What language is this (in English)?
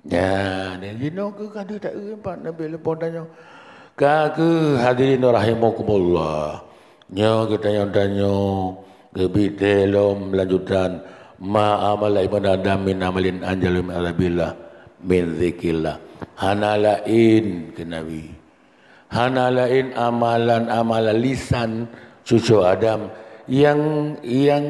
Achinese